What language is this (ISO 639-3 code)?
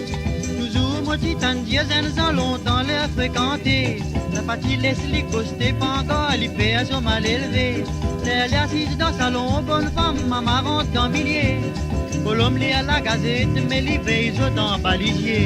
mfe